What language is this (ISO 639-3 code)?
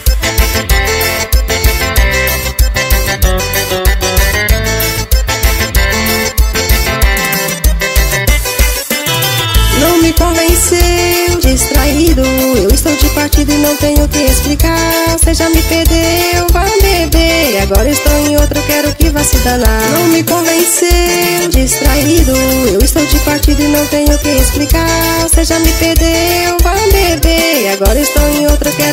por